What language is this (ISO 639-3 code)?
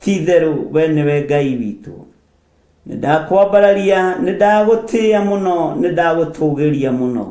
kik